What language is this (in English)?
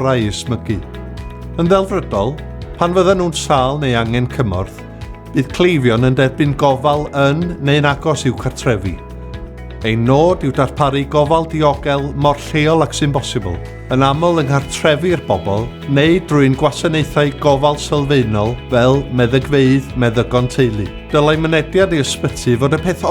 Welsh